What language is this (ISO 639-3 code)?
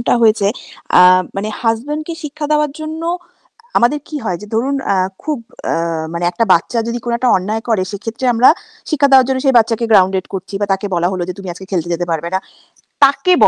ben